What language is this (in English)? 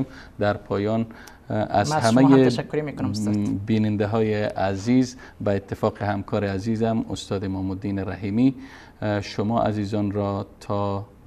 Persian